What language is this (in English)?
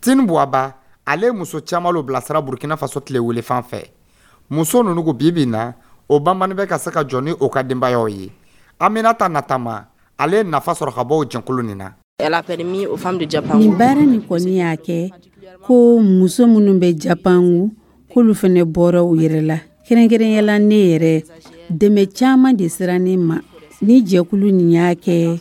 Dyula